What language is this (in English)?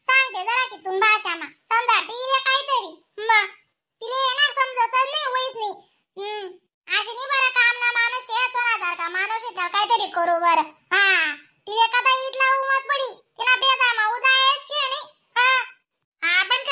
Khandesi